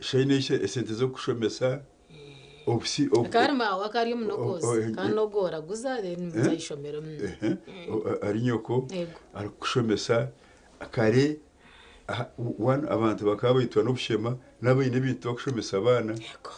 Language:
Nyankole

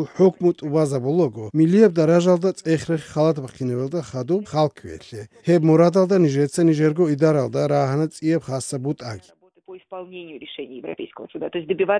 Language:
Avaric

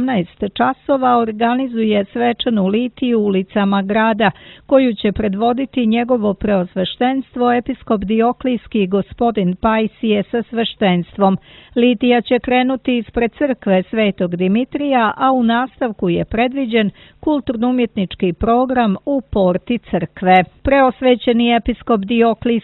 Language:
Serbian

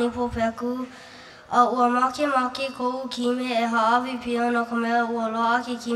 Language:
Hawaiian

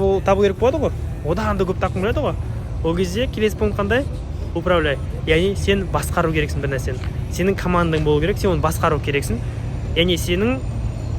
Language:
Kazakh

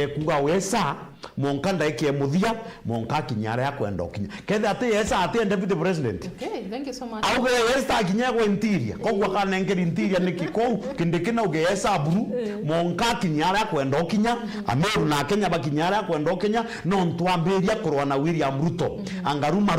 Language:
Meru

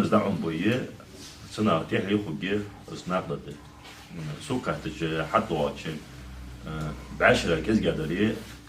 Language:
Ingush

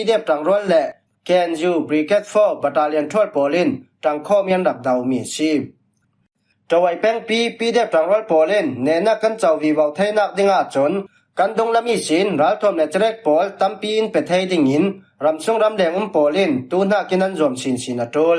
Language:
Falam Chin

